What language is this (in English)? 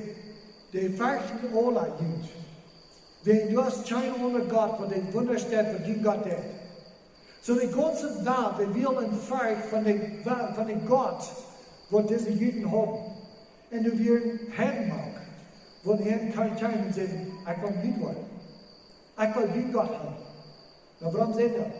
Plautdietsch